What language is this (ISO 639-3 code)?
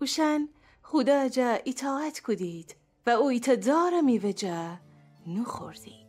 glk